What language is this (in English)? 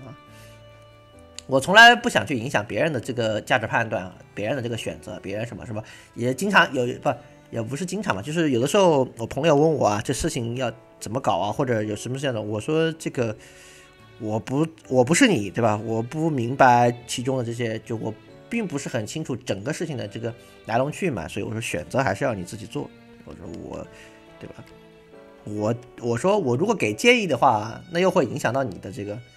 Chinese